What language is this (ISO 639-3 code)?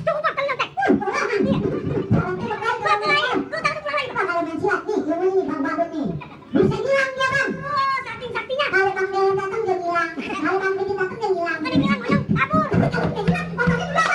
bew